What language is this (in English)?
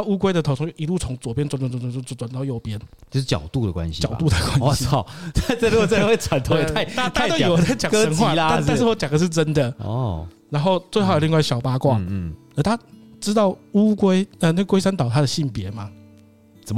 Chinese